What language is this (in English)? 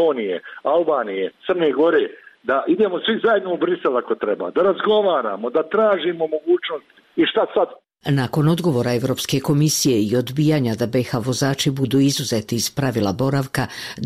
Bosnian